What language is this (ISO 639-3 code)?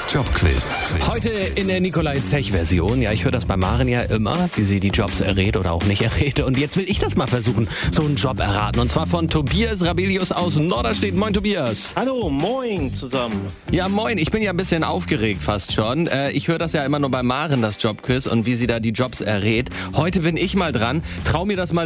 deu